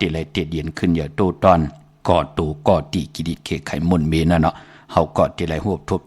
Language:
Shan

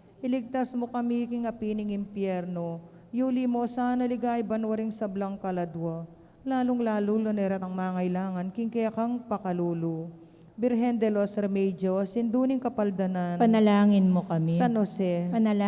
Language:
Pampanga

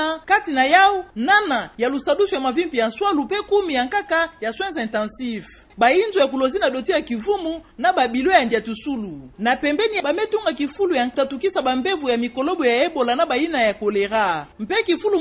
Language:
Kituba (Democratic Republic of Congo)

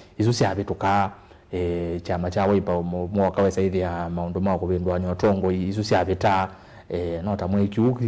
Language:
Kamba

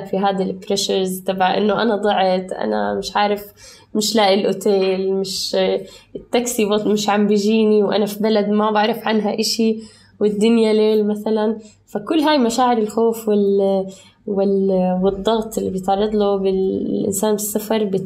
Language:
North Levantine Arabic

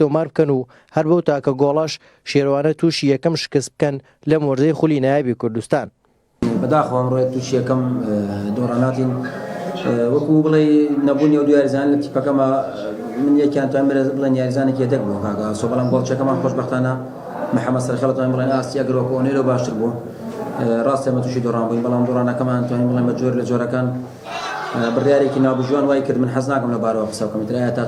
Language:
Central Kurdish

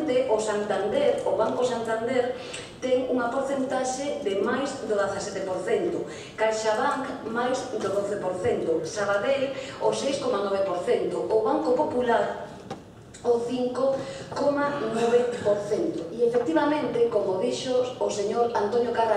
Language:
Galician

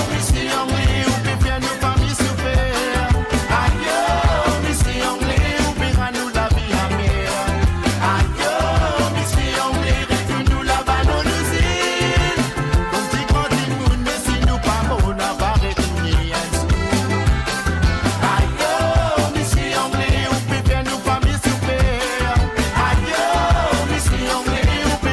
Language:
Morisyen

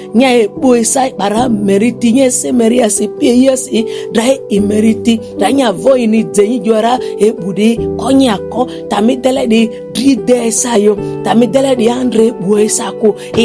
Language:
Ma'di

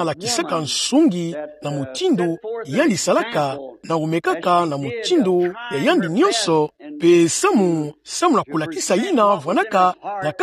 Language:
Kituba (Democratic Republic of Congo)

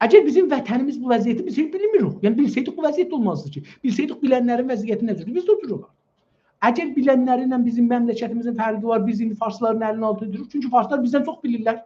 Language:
South Azerbaijani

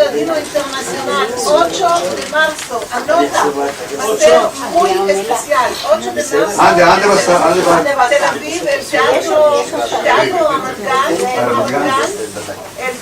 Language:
Ladino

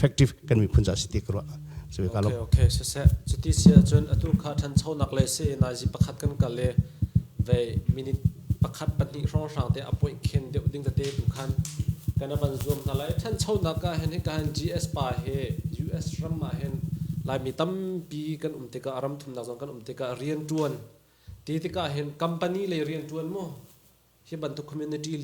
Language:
Hakha Chin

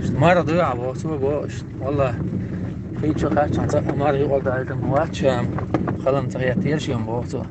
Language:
Chechen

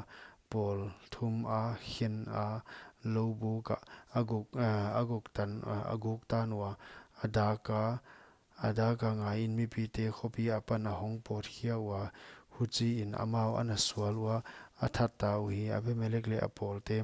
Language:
Paite Chin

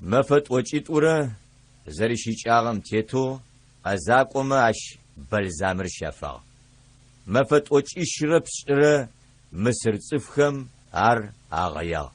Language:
Adyghe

